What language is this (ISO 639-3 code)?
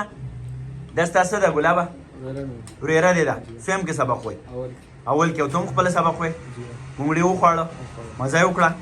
pus